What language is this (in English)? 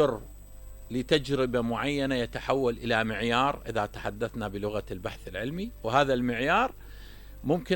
Mesopotamian Arabic